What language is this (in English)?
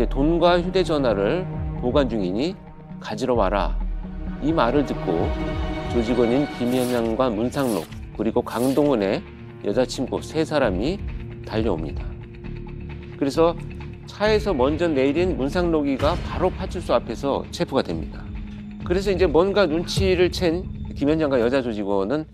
Korean